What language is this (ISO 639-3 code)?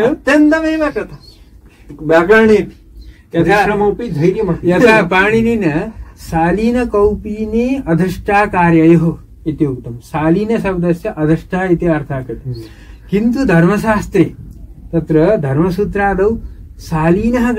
san